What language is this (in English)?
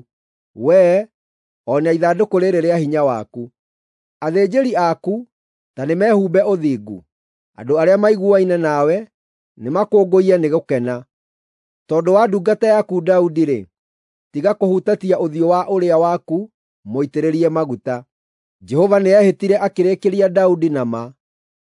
Kikuyu